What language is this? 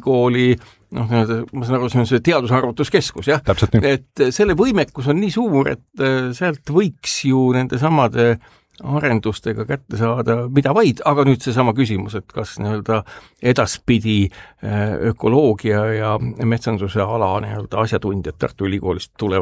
Estonian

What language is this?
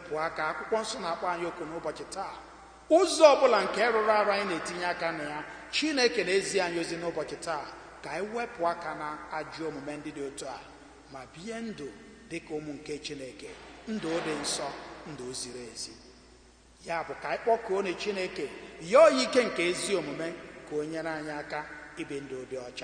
Igbo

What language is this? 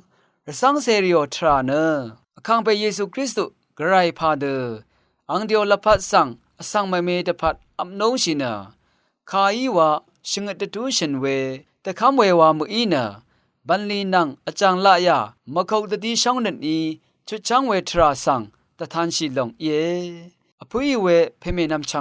Rawang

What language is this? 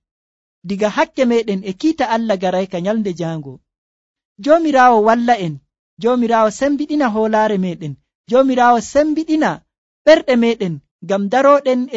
Nigerian Fulfulde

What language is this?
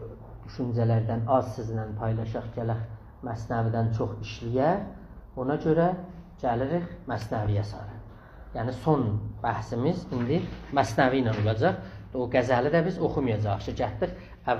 South Azerbaijani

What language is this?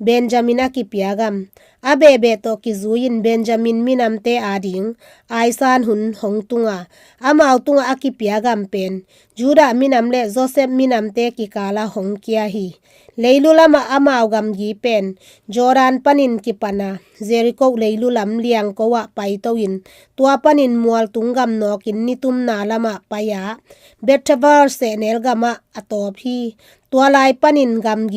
Tedim Chin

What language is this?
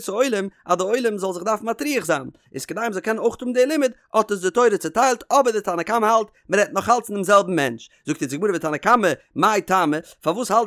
Yiddish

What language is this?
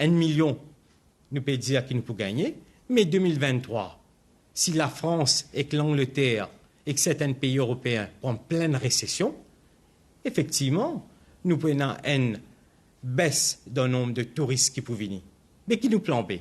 Morisyen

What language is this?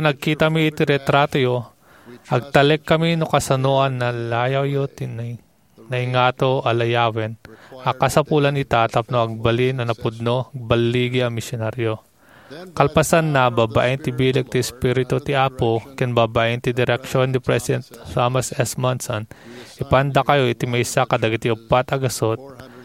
Iloko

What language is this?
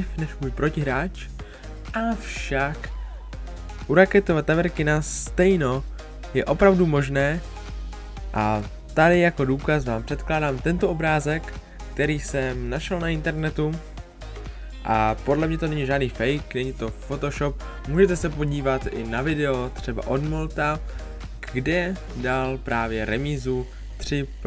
Czech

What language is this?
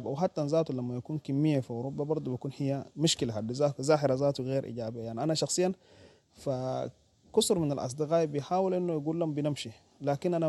Sudanese Arabic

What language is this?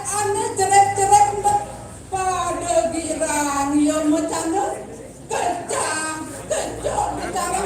Balinese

